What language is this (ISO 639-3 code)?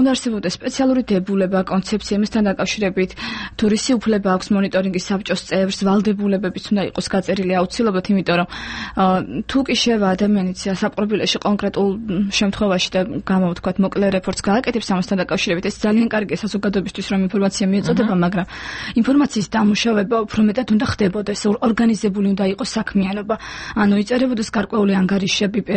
kat